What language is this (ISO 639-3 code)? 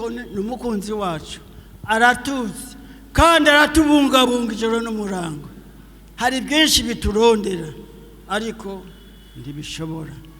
run